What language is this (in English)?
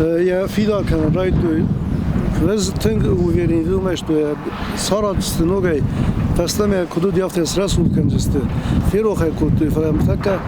Ossetic